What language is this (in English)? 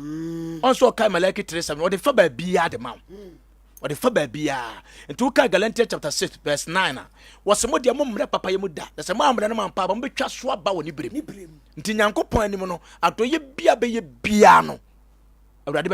Akan